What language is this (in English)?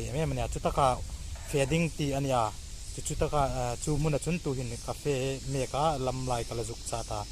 Hmar